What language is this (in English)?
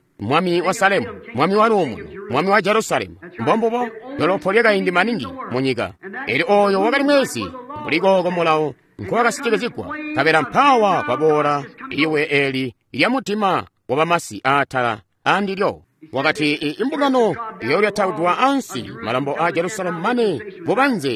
Tonga (Zambia)